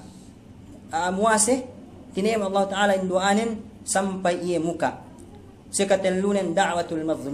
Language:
Yakan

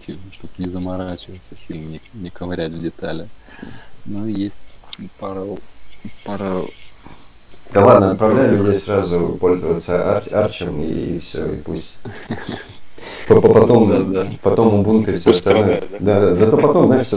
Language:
Russian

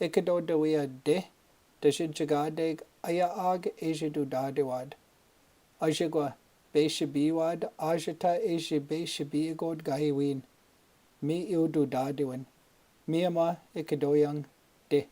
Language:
Chippewa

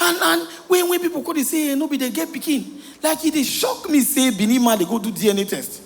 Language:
Nigerian Pidgin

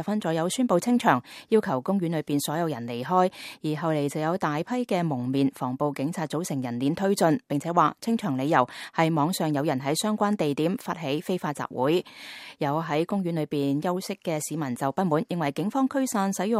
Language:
Cantonese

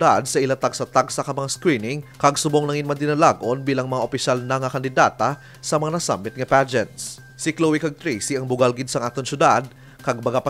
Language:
Hiligaynon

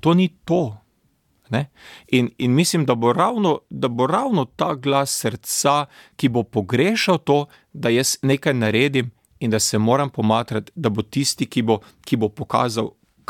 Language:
Slovenian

